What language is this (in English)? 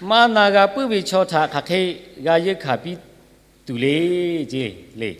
Lahu